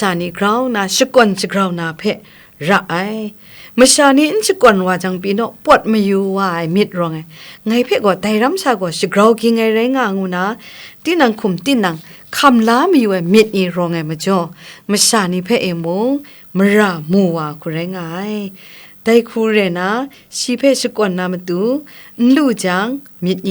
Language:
Kachin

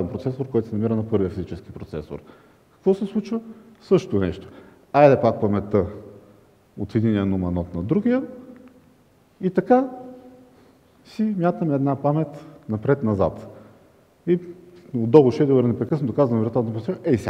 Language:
Bulgarian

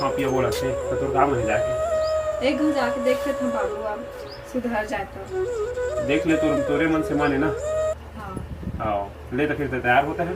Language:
Chhattisgarhi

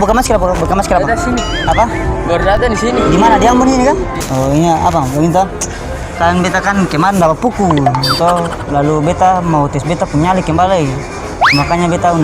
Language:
Ambonese Malay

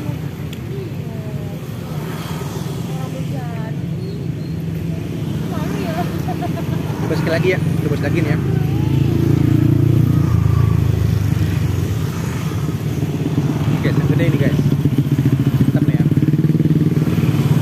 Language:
Indonesian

